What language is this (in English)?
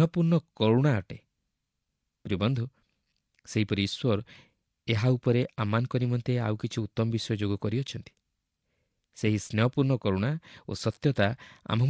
Odia